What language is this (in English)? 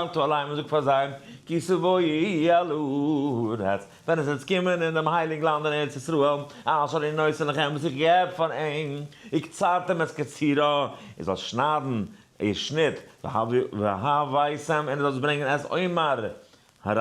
Yiddish